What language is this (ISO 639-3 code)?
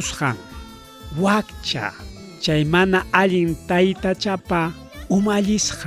quy